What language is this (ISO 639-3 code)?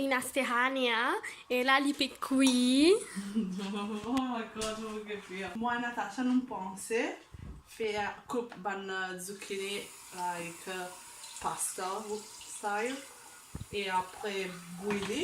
mfe